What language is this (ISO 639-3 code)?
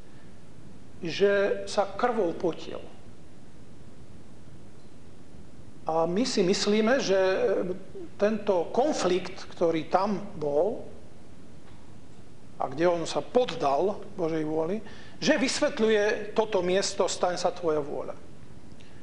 slk